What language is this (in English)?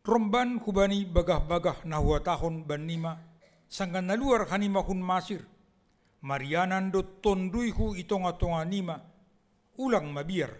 Batak Simalungun